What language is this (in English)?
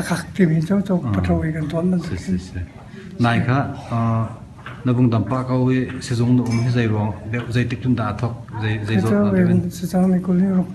Hakha Chin